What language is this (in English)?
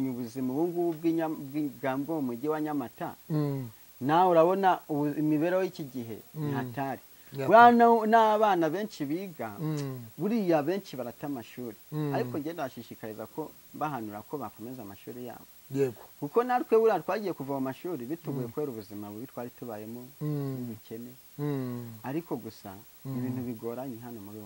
Kinyarwanda